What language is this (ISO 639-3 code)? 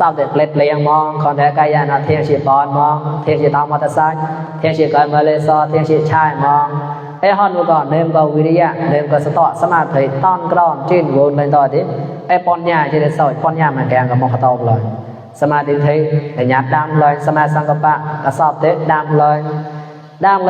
mnw